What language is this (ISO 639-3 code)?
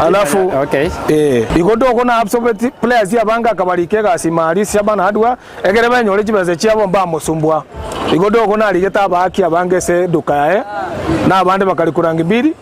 guz